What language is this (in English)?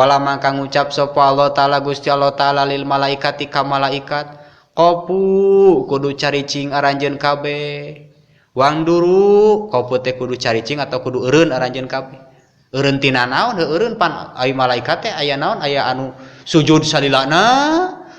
Sundanese